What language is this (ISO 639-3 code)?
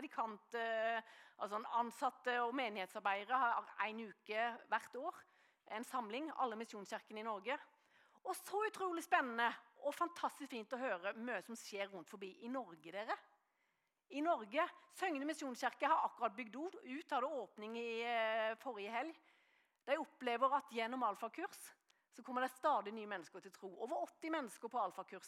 nor